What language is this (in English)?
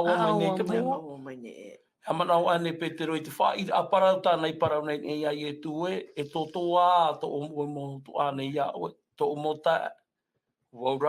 Tahitian